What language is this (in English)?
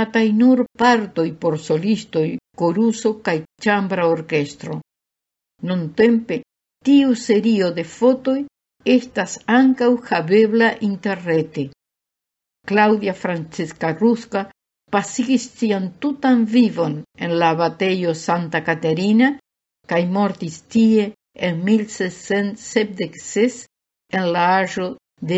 Esperanto